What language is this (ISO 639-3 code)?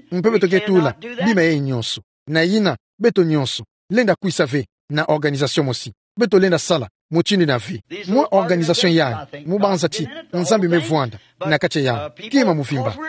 ktu